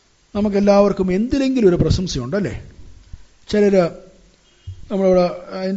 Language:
Malayalam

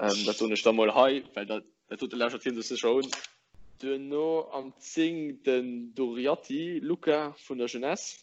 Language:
Luxembourgish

